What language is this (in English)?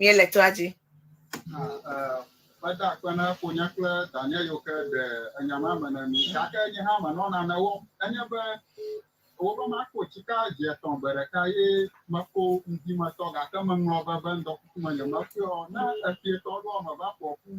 Ewe